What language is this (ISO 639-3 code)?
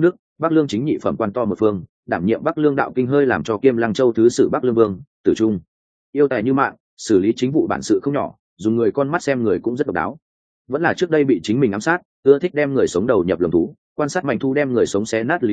vie